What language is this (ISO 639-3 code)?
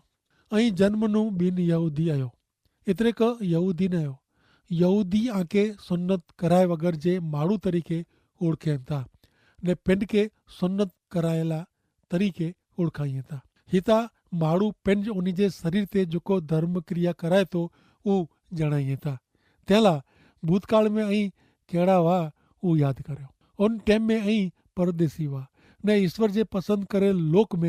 kfr